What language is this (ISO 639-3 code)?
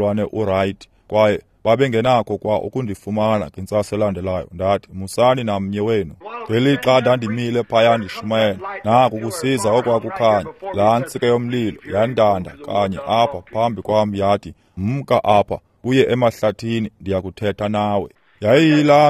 xho